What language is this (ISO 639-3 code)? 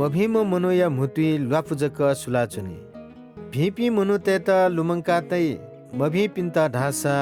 new